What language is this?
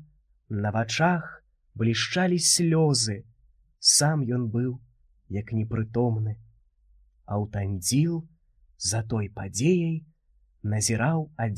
Belarusian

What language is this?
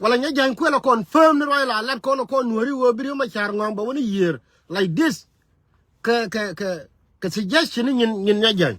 Nuer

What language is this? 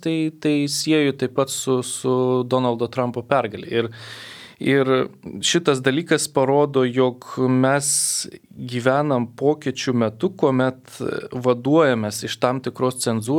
Lithuanian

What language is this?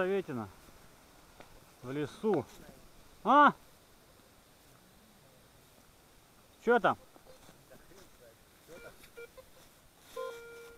Russian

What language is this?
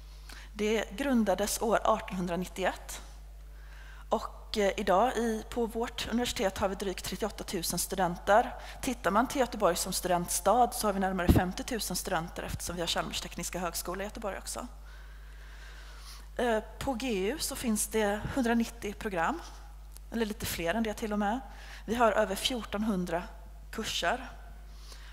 Swedish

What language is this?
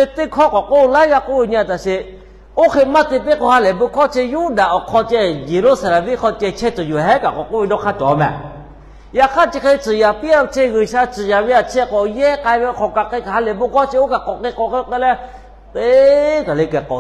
Lahu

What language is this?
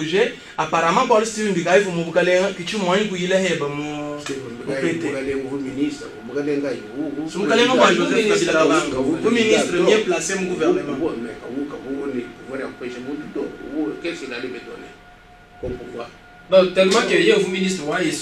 Luba-Lulua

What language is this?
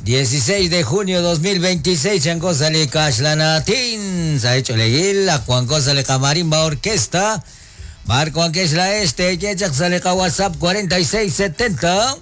Kekchí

